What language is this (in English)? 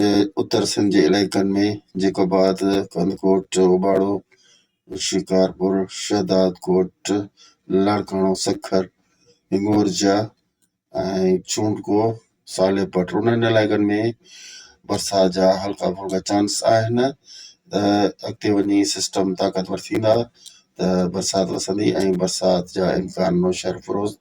Sindhi